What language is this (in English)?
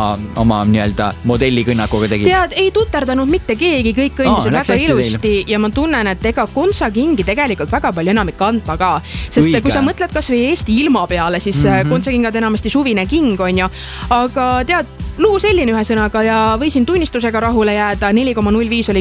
Estonian